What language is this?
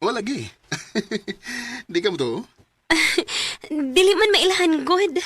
Cebuano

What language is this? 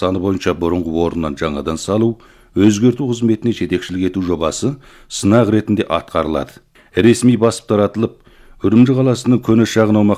Kazakh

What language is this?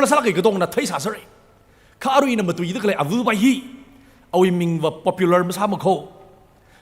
Tangkhul Naga (India)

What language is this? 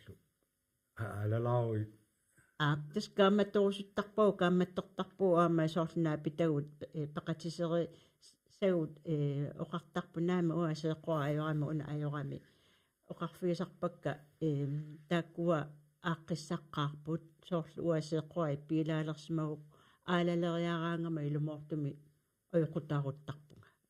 Kalaallisut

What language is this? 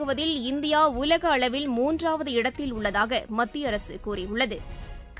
Tamil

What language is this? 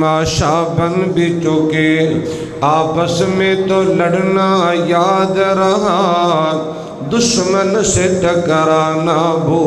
Urdu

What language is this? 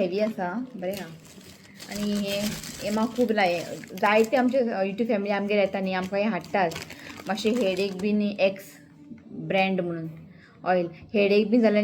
Konkani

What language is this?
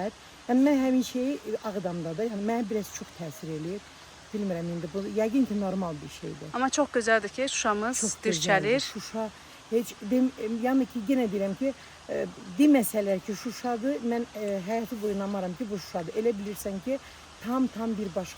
Azerbaijani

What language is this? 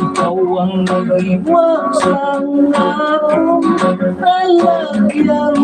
Hiligaynon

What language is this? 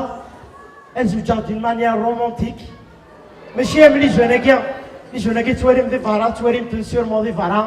Kabyle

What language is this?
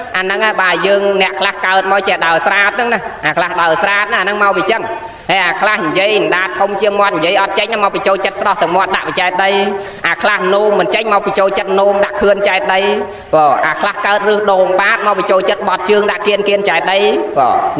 Khmer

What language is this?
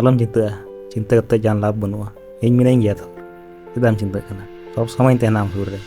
Santali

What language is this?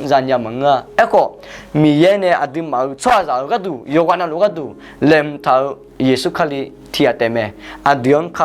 Akha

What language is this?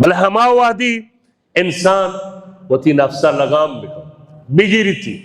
Baluchi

